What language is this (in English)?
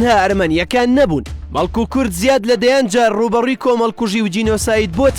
Central Kurdish